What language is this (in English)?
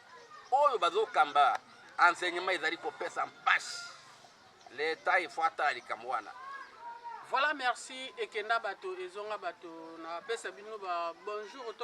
Lingala